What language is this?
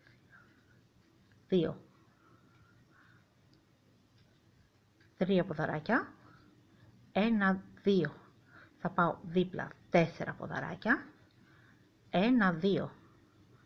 Greek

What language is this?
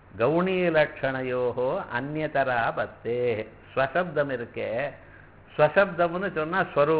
Tamil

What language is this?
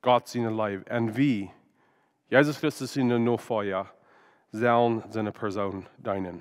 Plautdietsch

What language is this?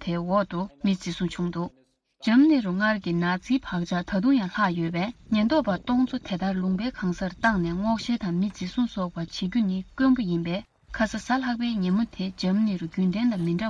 Tibetan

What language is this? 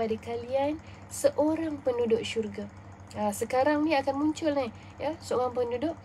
Malay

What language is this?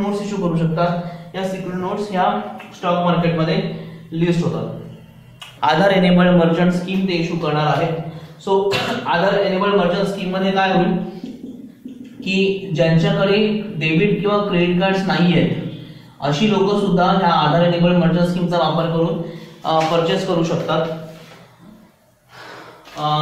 Marathi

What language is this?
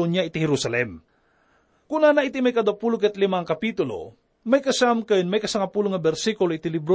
Iloko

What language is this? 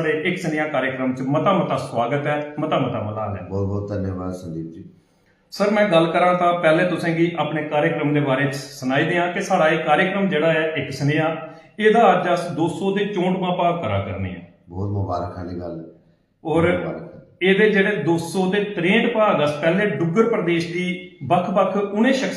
Dogri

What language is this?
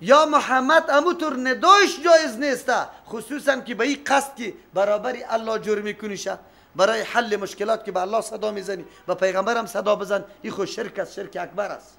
Persian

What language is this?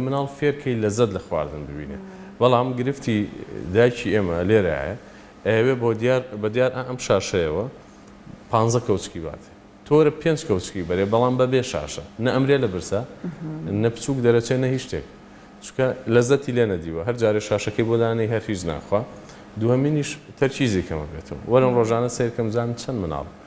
Central Kurdish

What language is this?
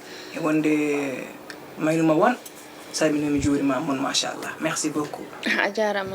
Fula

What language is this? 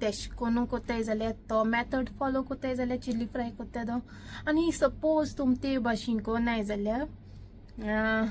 Konkani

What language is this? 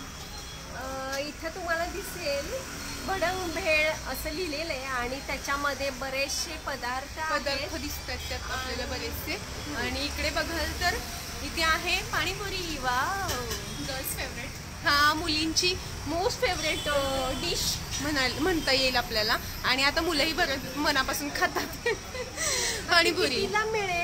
Marathi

